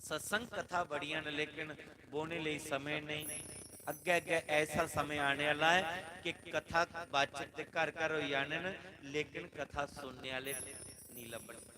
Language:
Dogri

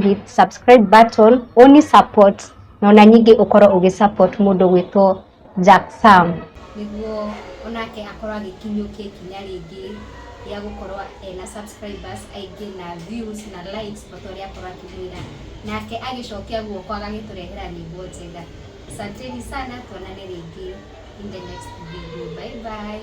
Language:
Kikuyu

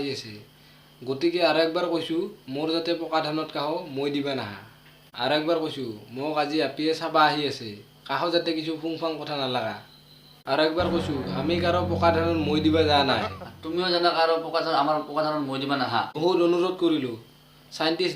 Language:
Assamese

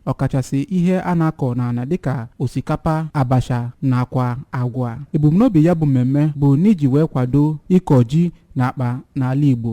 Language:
Igbo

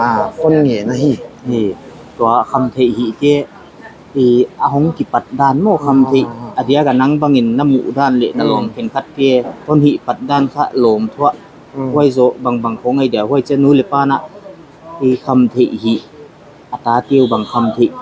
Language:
Paite Chin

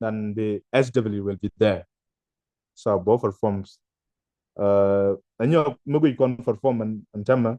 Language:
Nuer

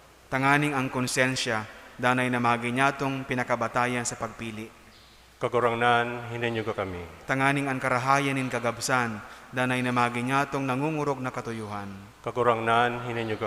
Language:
Bikol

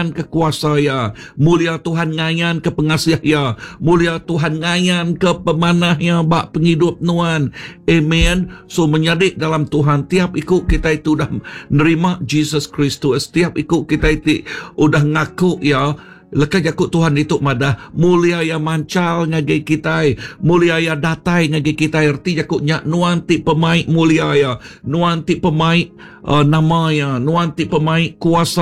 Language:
Iban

